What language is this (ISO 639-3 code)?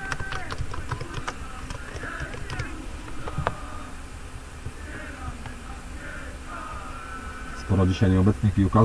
pol